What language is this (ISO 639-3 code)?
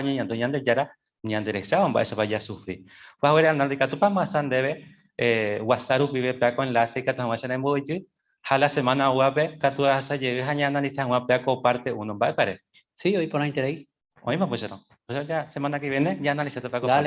grn